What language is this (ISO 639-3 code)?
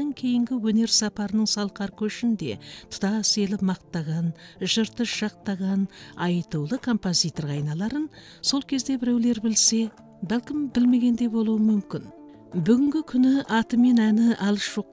kaz